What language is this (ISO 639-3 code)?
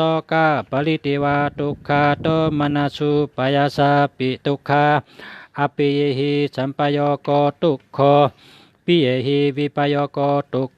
shn